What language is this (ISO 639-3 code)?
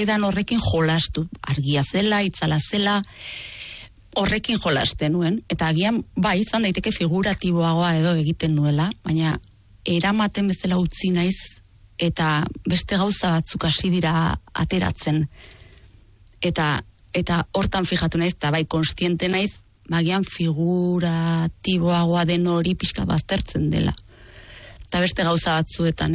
eus